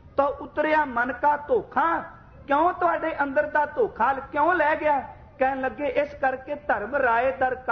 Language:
Punjabi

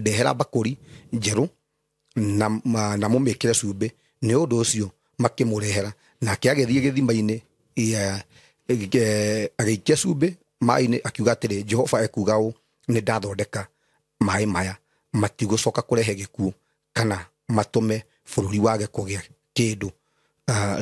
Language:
Kikuyu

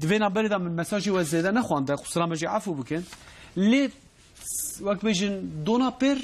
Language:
Kurdish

